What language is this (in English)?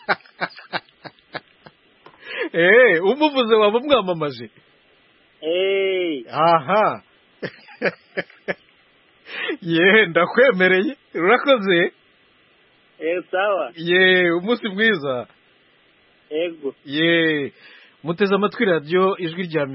Kinyarwanda